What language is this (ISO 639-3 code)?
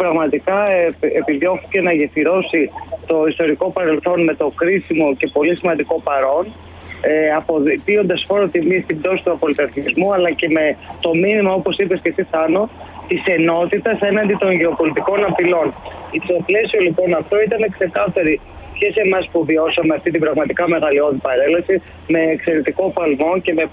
ell